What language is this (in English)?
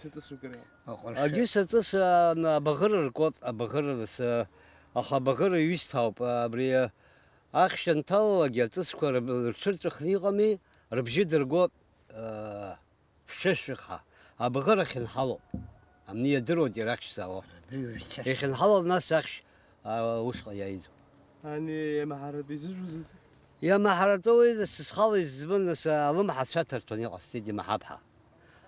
Abkhazian